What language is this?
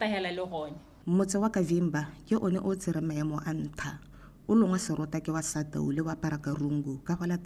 Tswana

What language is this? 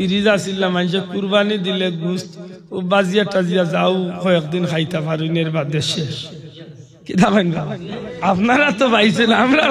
Sylheti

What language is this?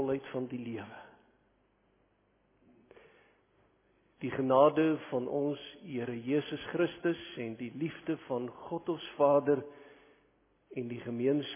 Afrikaans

